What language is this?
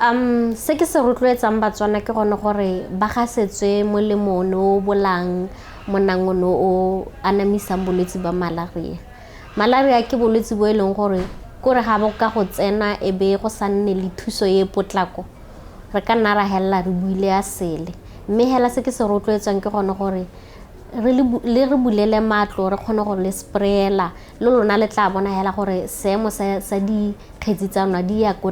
Tswana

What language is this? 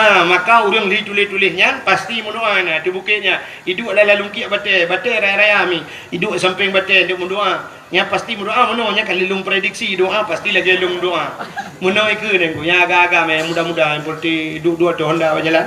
Achinese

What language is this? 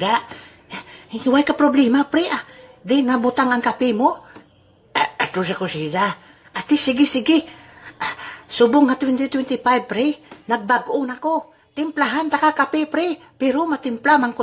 Hiligaynon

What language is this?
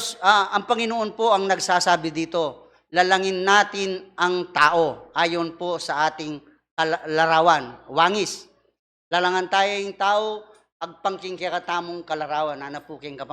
Pampanga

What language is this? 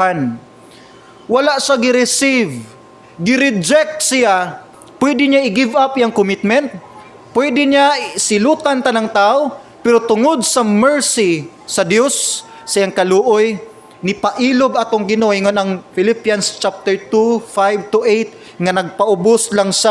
Cebuano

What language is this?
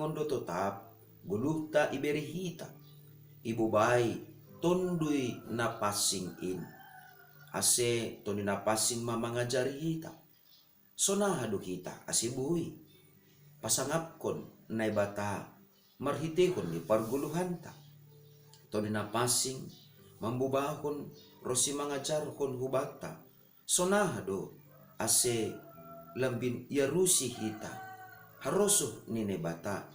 Batak Simalungun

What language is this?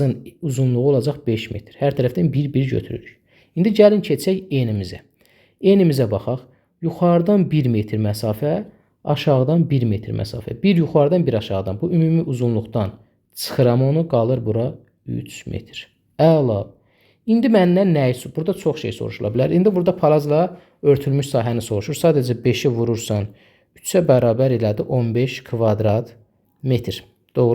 Azerbaijani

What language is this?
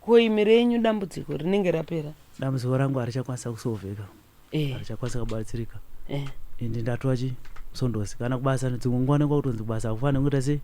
Shona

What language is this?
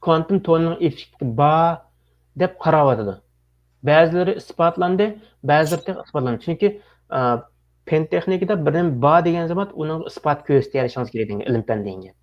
Uyghur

